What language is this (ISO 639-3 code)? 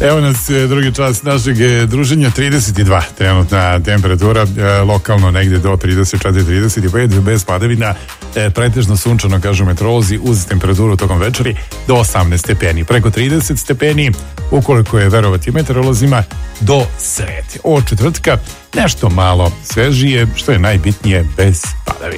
srp